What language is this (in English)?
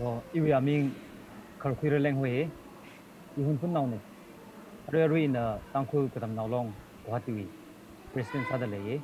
Tangkhul Naga (India)